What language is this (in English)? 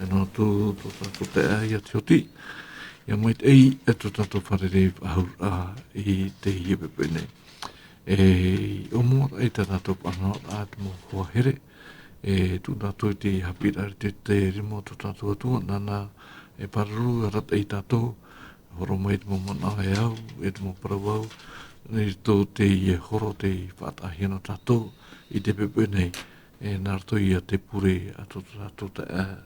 Tahitian